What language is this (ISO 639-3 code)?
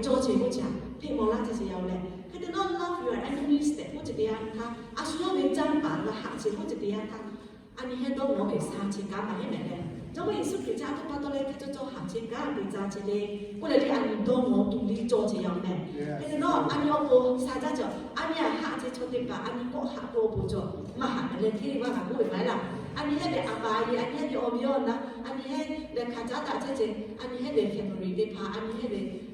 lhu